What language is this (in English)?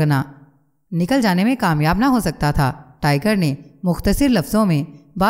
Urdu